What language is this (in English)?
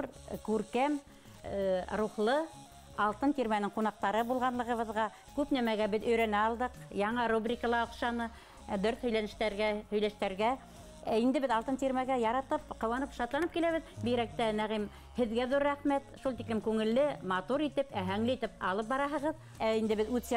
Bashkir